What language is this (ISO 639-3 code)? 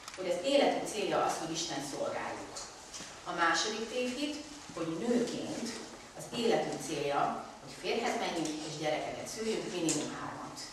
hun